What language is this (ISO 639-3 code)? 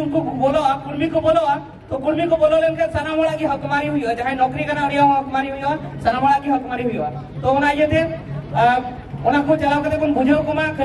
sat